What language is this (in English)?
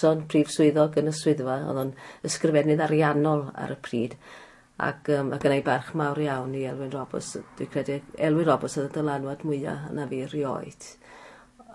Welsh